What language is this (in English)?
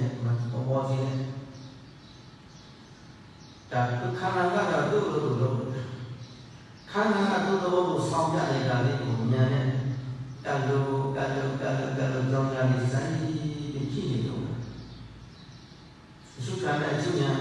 Burmese